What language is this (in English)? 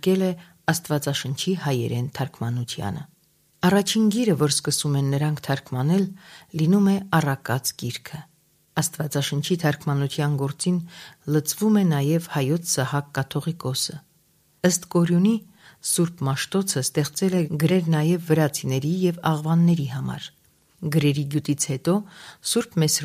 Armenian